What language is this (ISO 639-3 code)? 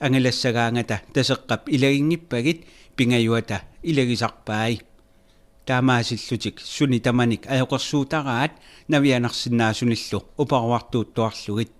kal